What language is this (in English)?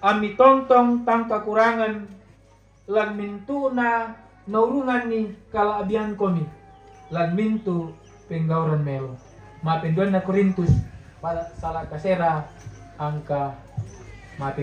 Toraja-Sa'dan